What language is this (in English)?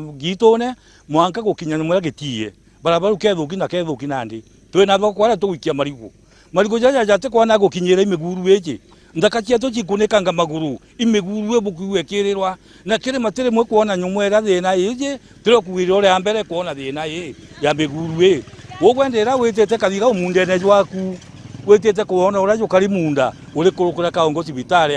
Meru